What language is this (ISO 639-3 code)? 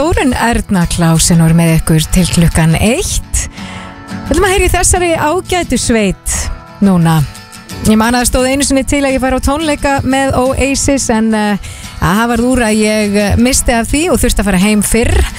isl